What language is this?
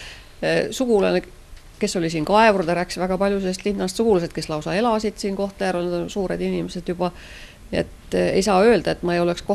Estonian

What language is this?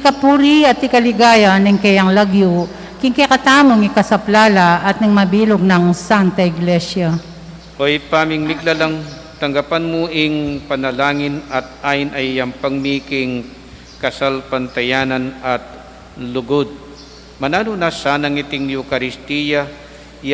Pampanga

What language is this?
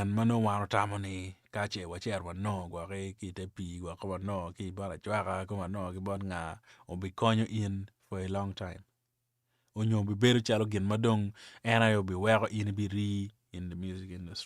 Acoli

